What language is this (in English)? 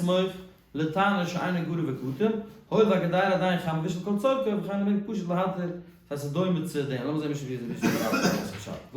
Yiddish